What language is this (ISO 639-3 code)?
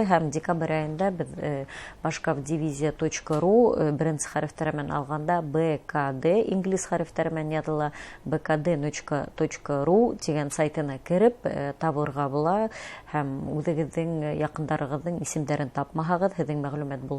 bak